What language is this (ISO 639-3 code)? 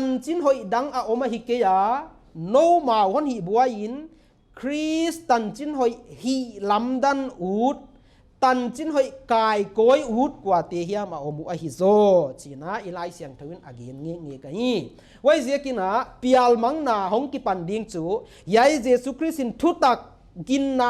pck